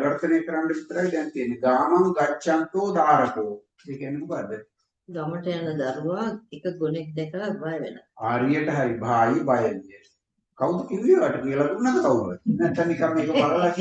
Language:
Sinhala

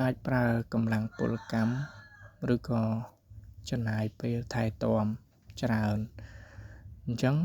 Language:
Khmer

